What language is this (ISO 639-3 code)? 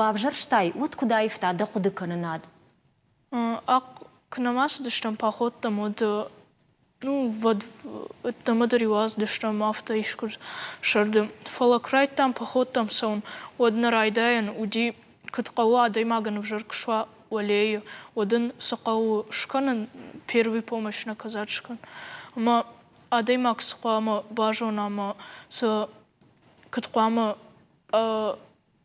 oss